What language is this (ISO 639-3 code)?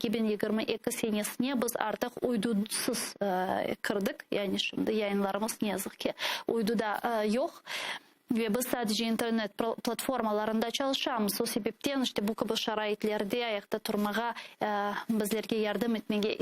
crh